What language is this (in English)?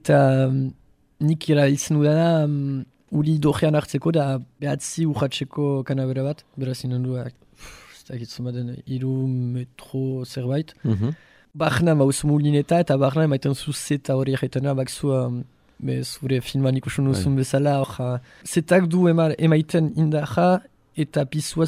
Basque